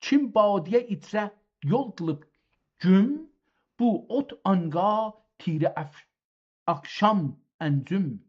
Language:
South Azerbaijani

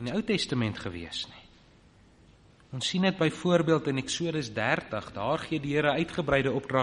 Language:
Afrikaans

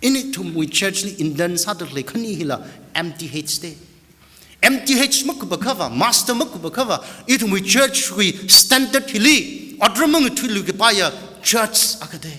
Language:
Tangkhul Naga (India)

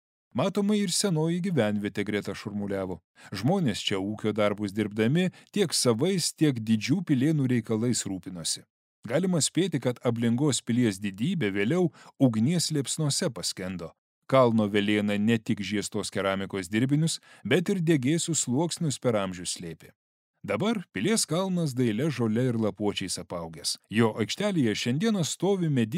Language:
Lithuanian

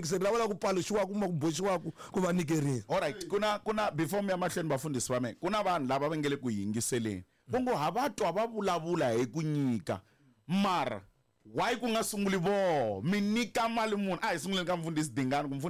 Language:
Tsonga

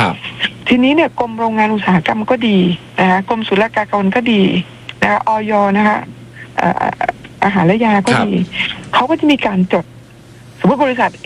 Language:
Thai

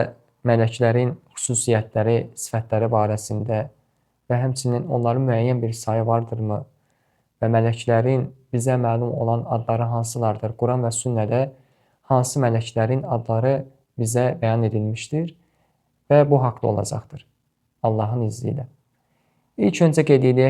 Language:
Azerbaijani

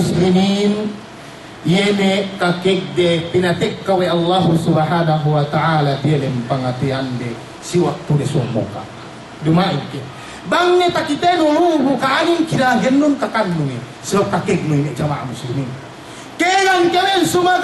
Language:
Yakan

